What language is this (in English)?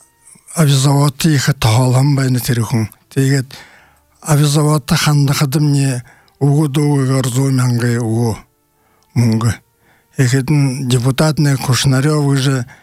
Buriat